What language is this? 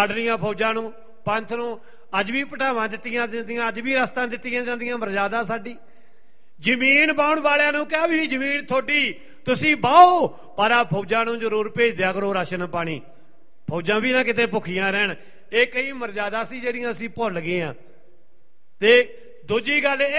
Punjabi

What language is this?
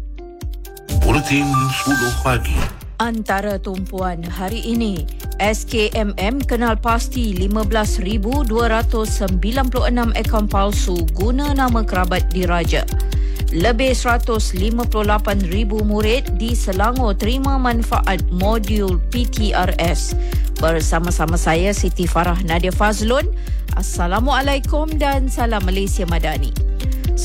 Malay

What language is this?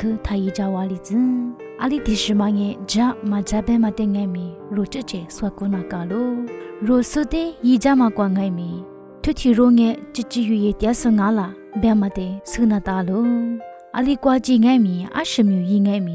Lisu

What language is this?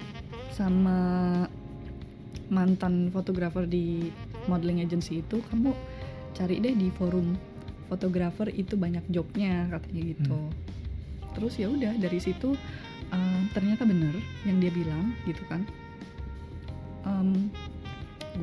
Indonesian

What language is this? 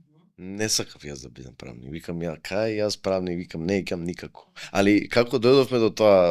Macedonian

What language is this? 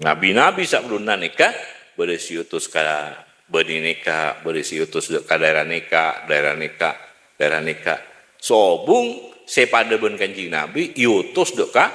Madurese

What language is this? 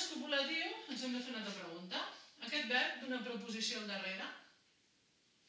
Catalan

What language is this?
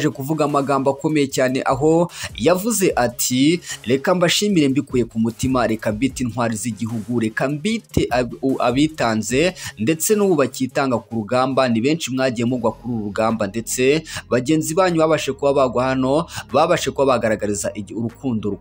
Kinyarwanda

